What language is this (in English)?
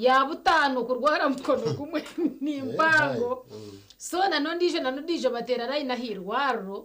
Nyankole